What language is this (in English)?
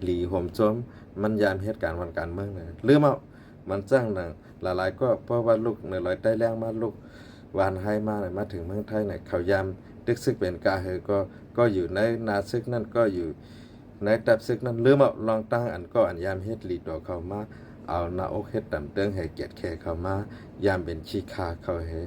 Shan